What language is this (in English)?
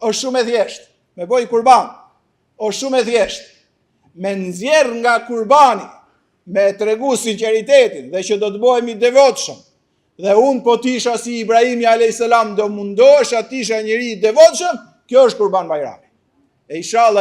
Albanian